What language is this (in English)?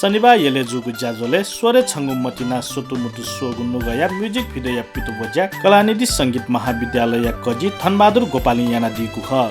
Newari